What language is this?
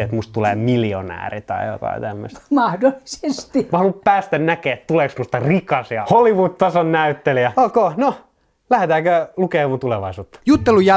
Finnish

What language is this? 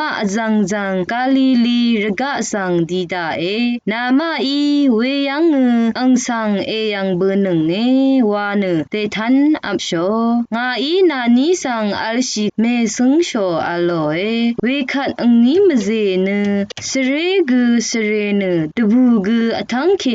Rawang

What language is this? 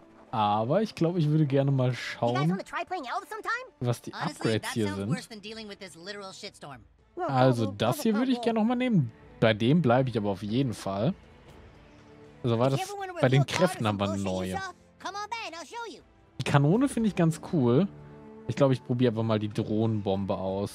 German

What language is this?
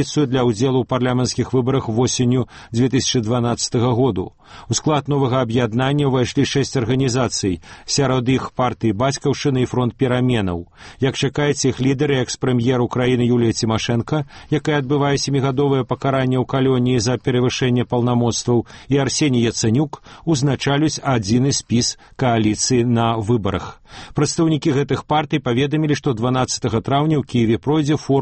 Belarusian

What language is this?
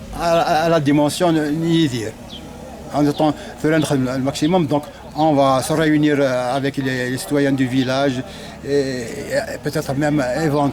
Kabyle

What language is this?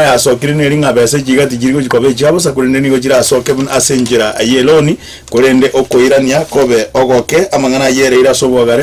Gusii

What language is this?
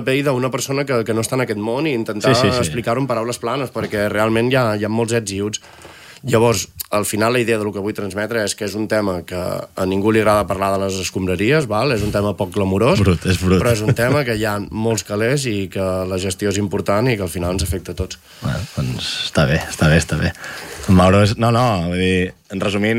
Catalan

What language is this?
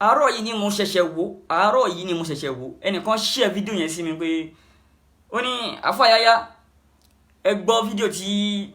Yoruba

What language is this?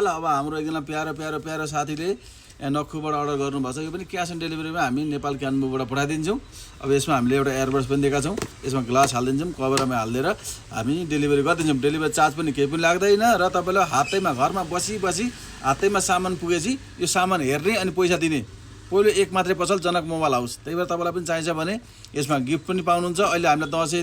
Nepali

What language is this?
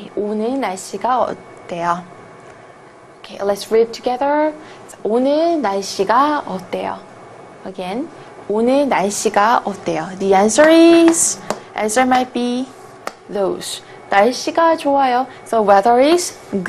Korean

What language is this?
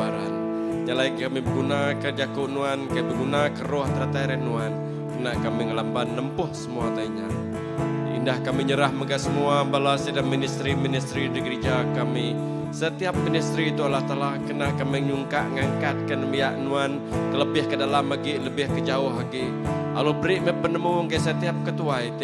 Iban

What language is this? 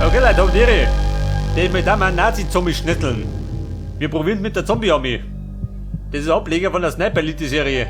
Bavarian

